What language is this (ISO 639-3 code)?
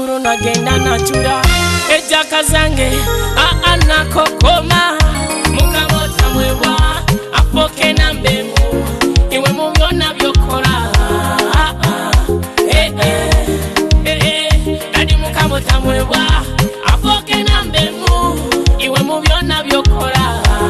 nyo